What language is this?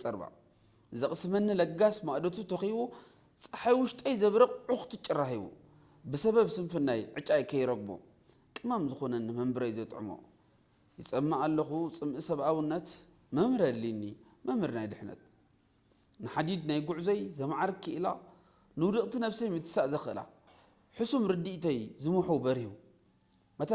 Tigrinya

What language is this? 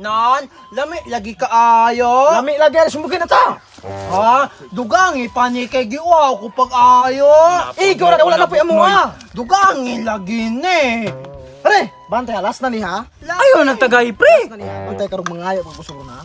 Cebuano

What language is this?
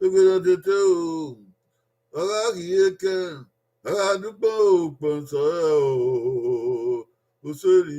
Bini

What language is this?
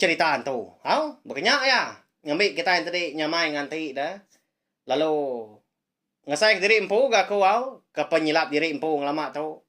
Iban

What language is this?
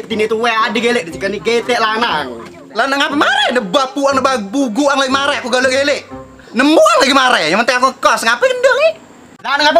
Musi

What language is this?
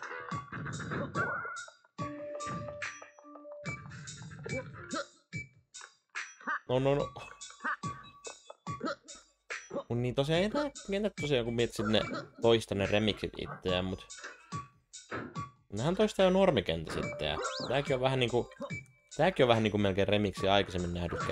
Finnish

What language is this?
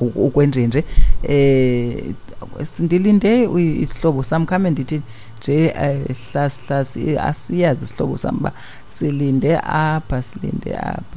Xhosa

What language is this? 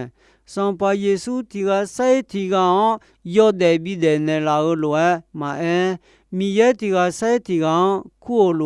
Akha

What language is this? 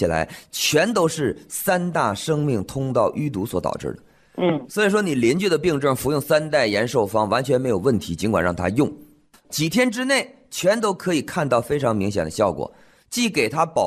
Chinese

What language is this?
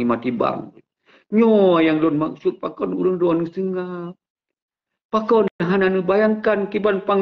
Achinese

